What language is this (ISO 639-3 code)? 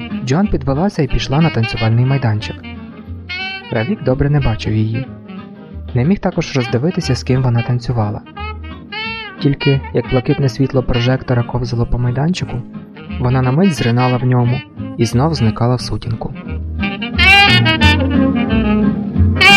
ukr